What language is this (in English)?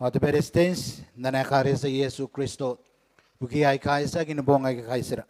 Gilbertese